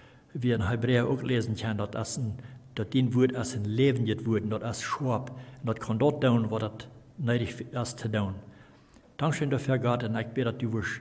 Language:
Plautdietsch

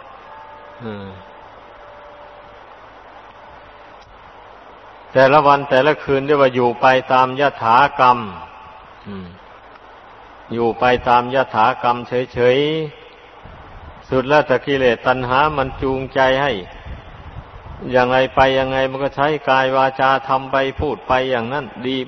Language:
Thai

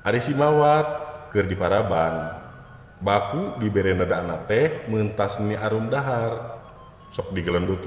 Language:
Sundanese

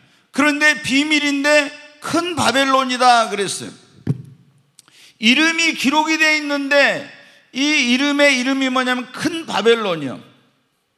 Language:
Korean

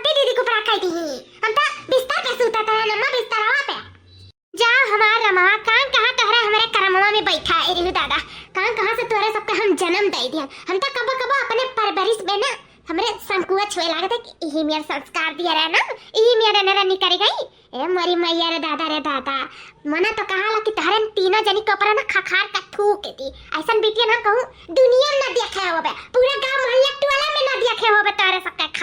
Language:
Awadhi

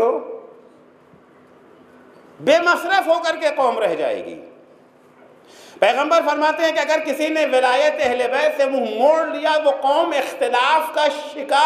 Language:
Urdu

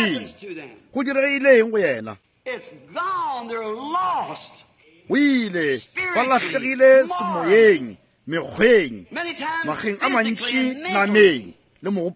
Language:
Northern Sotho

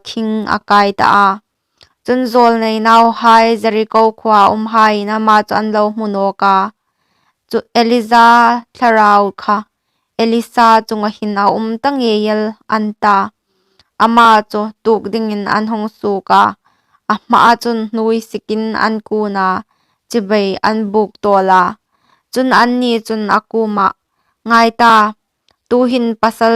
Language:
Hmar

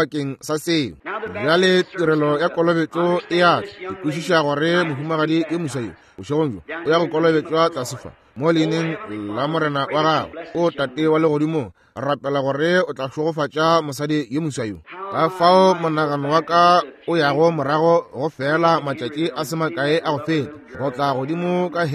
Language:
Northern Sotho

